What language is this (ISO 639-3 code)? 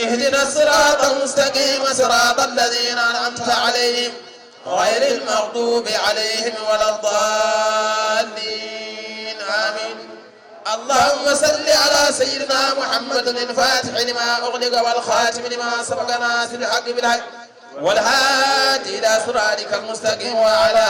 ful